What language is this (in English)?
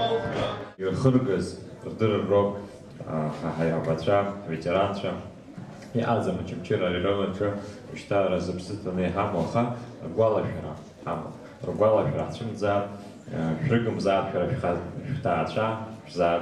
Abkhazian